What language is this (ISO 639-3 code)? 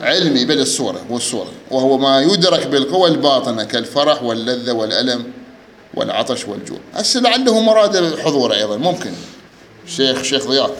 acm